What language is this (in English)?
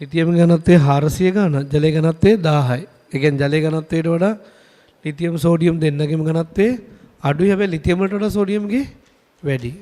Sinhala